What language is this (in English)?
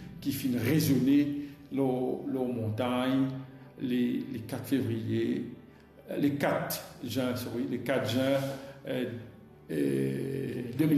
Morisyen